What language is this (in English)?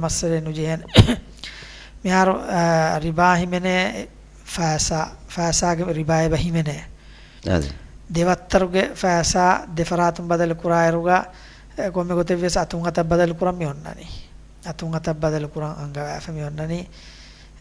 Divehi